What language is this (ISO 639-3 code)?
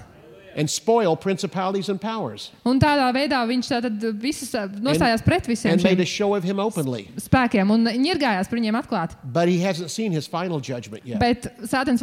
lav